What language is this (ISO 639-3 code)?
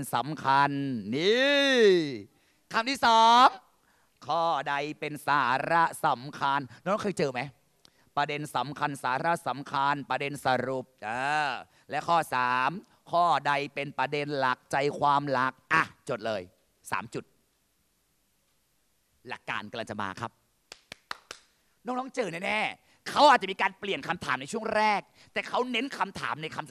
tha